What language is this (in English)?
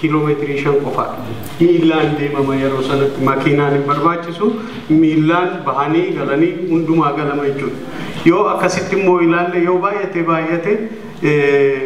Oromo